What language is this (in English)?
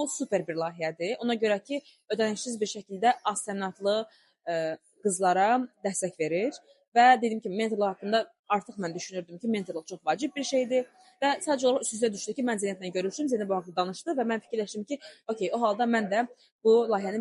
Azerbaijani